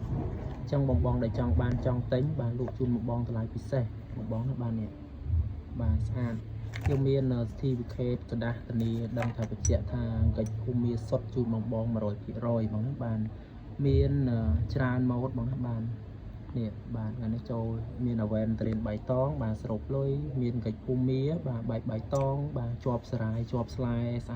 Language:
Khmer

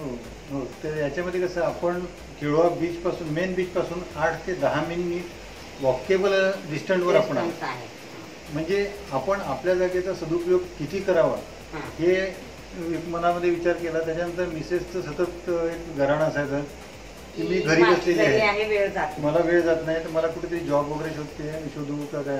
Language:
Marathi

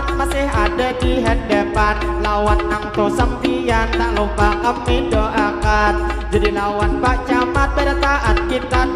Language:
Banjar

